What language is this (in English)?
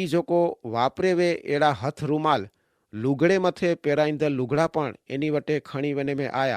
Kachhi